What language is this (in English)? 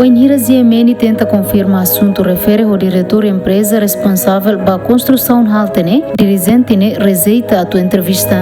Tetum